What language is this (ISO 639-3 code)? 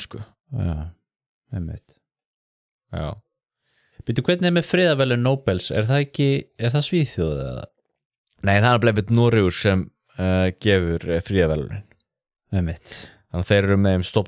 isl